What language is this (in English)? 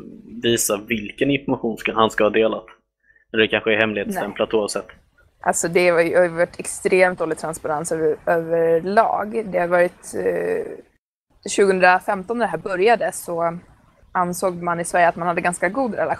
Swedish